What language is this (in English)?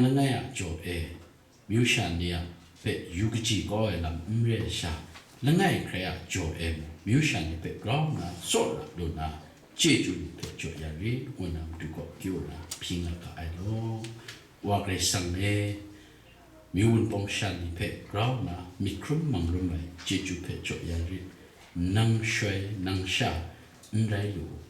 Kachin